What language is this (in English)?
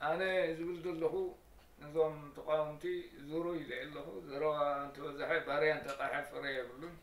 Tigrinya